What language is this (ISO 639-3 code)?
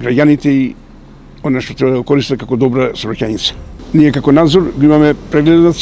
mkd